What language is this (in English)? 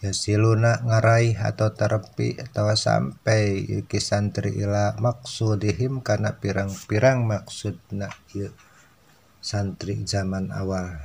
Sundanese